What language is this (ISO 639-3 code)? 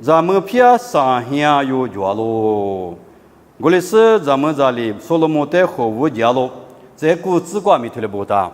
lis